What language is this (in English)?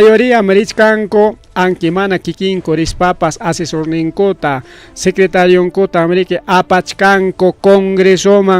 Ayacucho Quechua